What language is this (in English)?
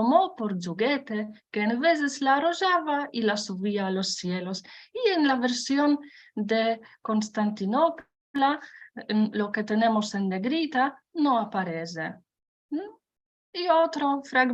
Ladino